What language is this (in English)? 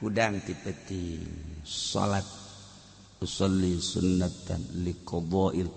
Sundanese